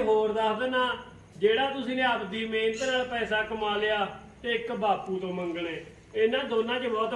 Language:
Punjabi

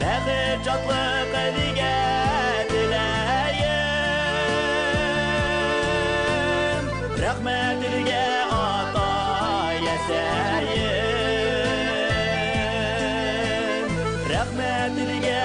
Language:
Bashkir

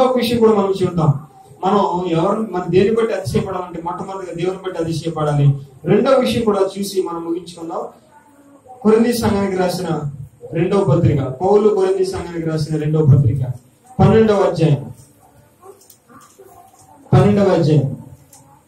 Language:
Telugu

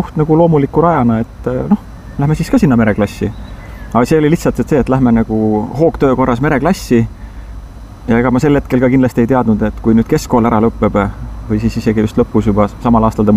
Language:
Estonian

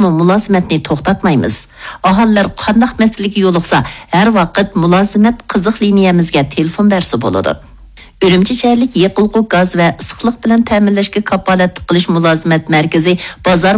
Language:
Uyghur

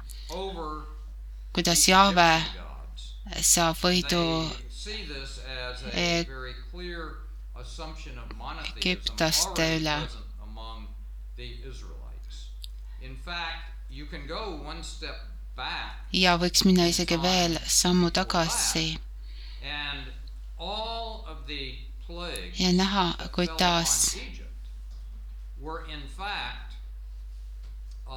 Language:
Estonian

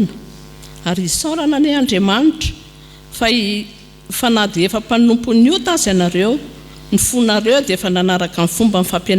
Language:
Malagasy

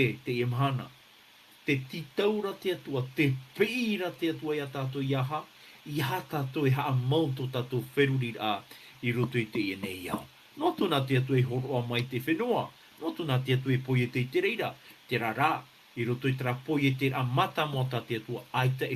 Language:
Tahitian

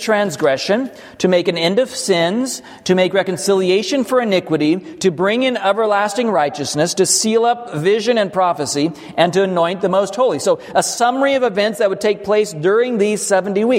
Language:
English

